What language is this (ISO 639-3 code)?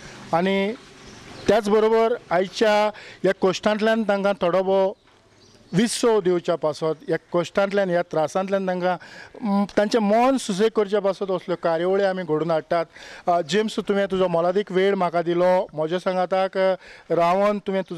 kok